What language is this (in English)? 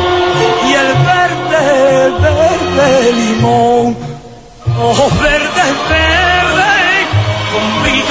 Spanish